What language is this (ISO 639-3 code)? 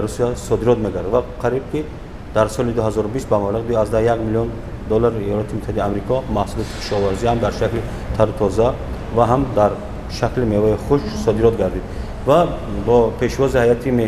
tgk